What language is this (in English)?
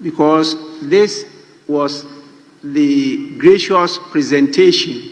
Akan